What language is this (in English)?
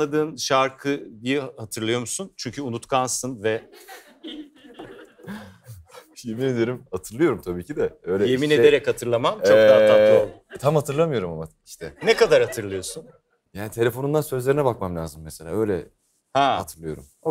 Turkish